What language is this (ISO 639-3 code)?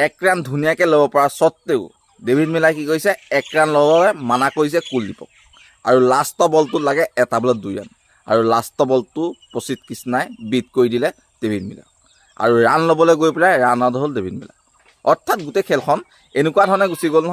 asm